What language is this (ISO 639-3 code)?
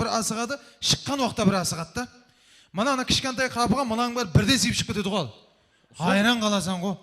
kaa